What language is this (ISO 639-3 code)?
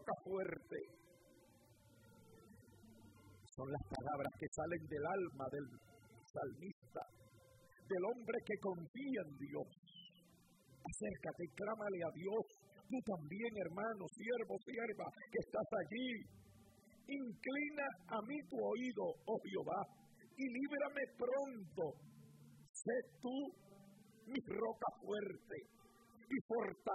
spa